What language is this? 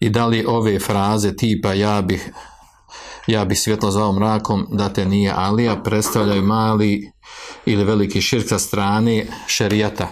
Bosnian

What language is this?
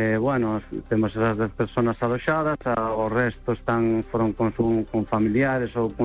Galician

